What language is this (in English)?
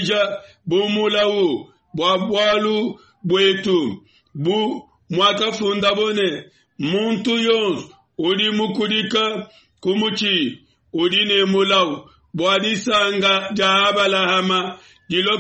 Luba-Lulua